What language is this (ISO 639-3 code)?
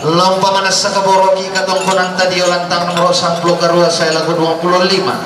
sda